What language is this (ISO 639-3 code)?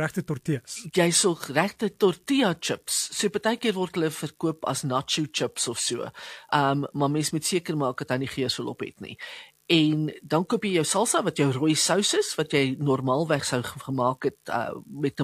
afr